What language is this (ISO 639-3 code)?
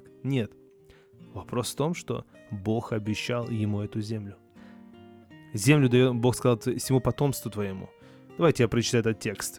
rus